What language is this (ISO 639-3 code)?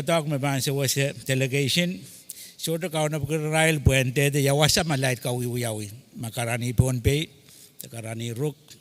pon